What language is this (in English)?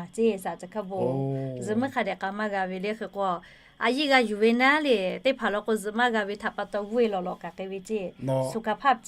Lahu